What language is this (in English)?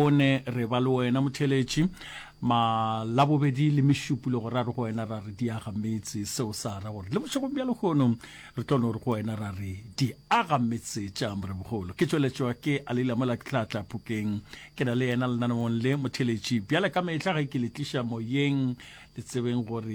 Northern Sotho